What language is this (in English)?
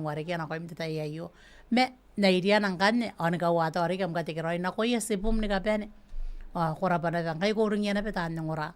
Gilbertese